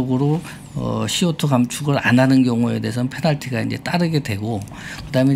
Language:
Korean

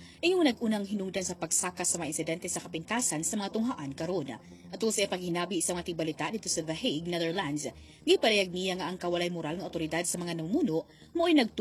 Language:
Cebuano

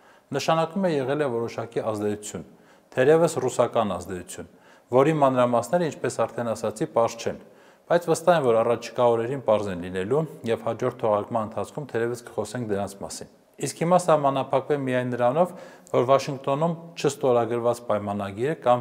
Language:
Armenian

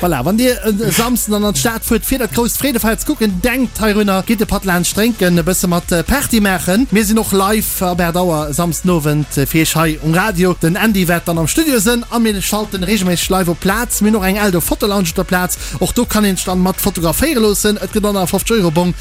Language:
Luxembourgish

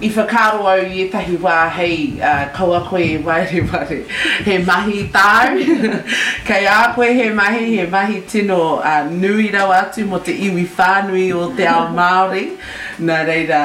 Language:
Māori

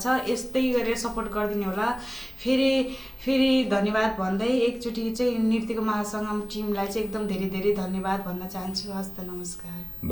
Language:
Nepali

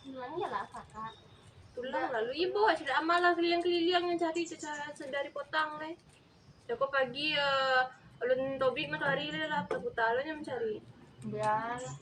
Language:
Minangkabau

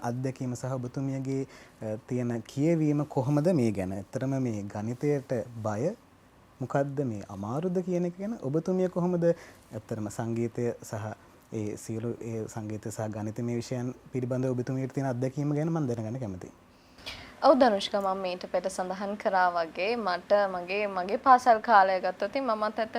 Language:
Sinhala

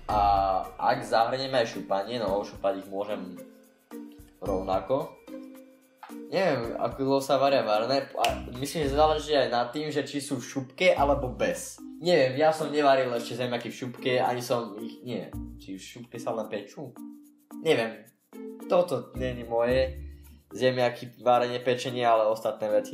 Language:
Slovak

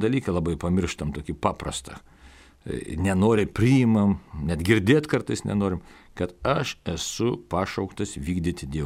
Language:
Lithuanian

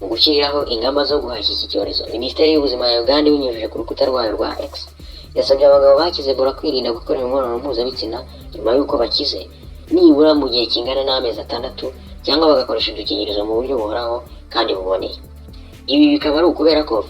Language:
Kinyarwanda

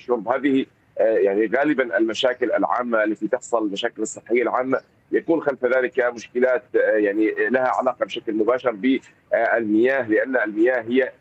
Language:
Arabic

